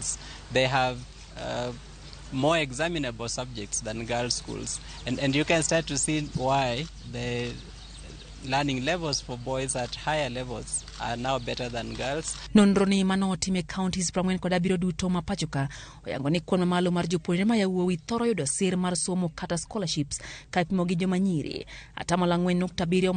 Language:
Luo (Kenya and Tanzania)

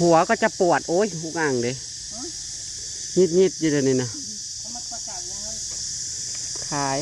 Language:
Northeastern Thai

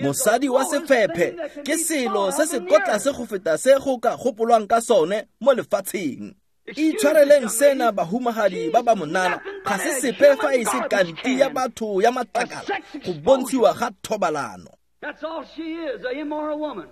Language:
Tswana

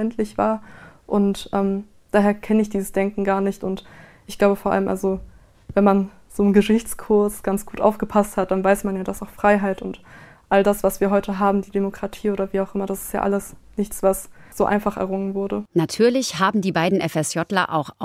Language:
German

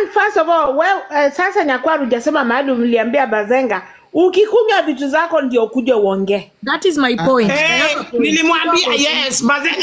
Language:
Swahili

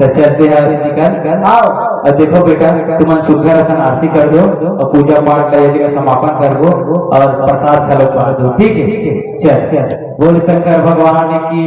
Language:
Chhattisgarhi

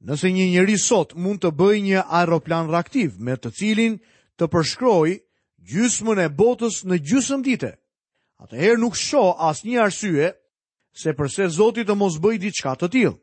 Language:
Albanian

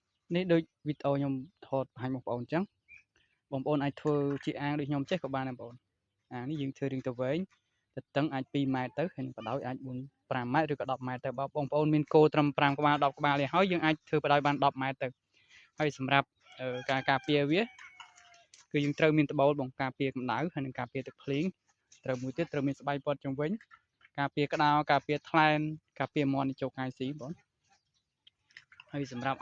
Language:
Khmer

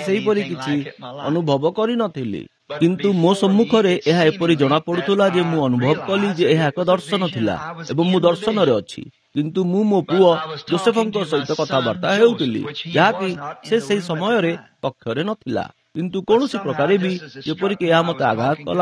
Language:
Odia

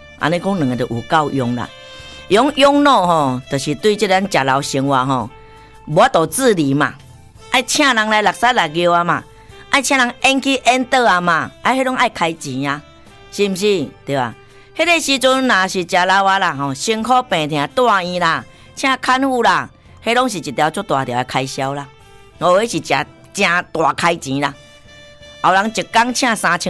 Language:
Min Nan Chinese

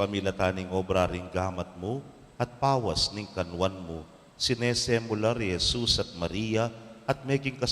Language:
Pampanga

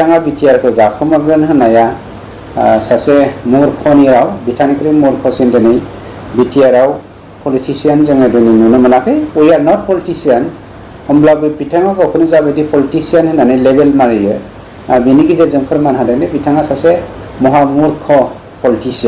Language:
Bodo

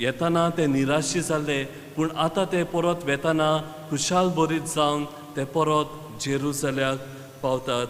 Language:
Konkani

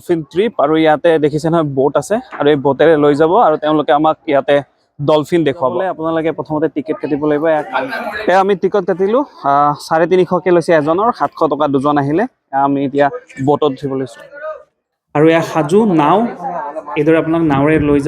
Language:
Assamese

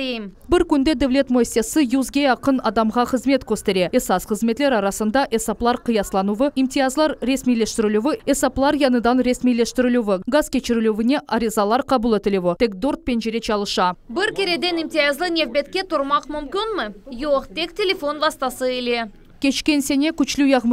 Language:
Crimean Tatar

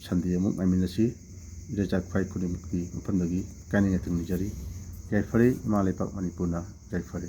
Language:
Manipuri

